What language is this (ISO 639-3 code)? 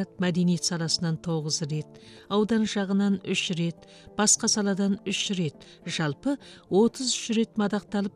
kaz